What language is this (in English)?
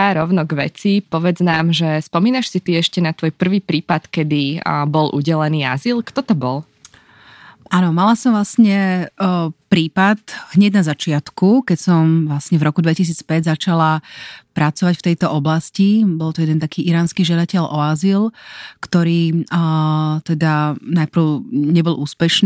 Slovak